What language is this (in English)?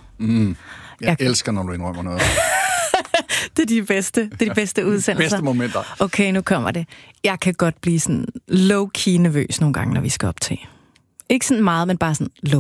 Danish